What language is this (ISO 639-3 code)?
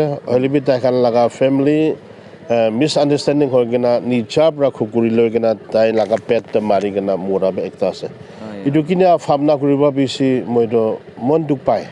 nag